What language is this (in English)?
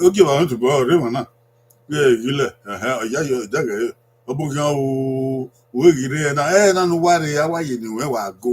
Bini